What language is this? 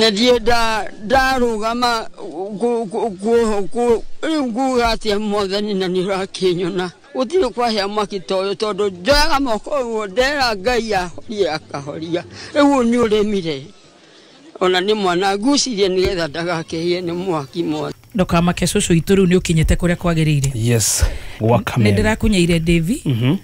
Kikuyu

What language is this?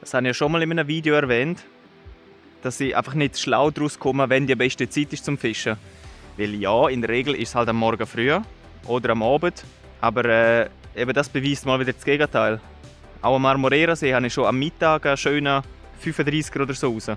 Swiss German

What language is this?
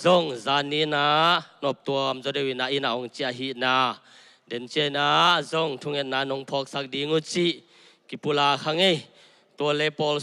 Tedim Chin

